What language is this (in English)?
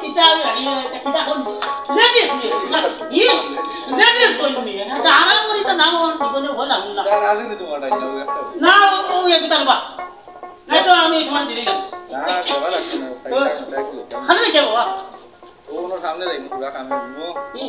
Sylheti